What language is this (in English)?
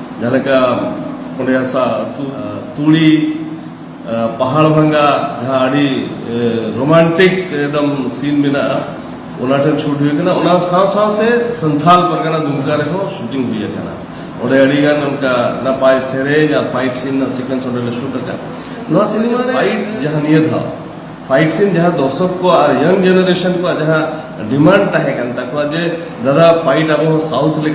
Santali